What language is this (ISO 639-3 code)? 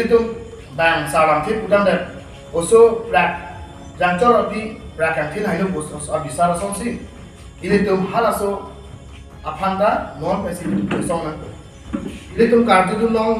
mjw